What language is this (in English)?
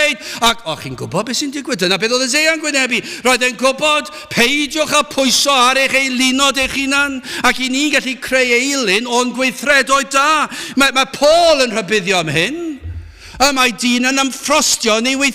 Welsh